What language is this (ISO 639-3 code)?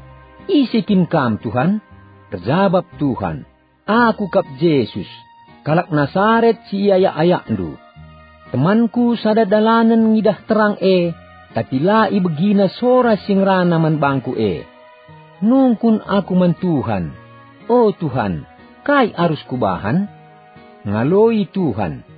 btx